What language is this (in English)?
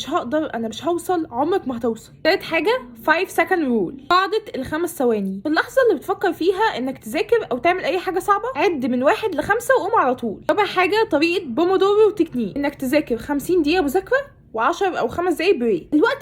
Egyptian Arabic